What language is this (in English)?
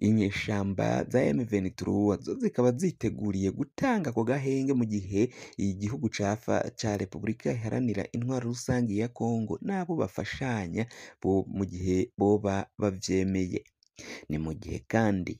Rundi